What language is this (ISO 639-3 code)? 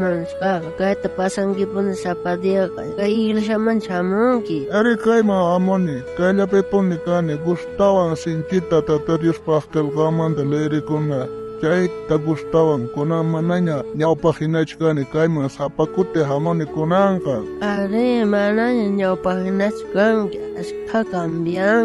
quh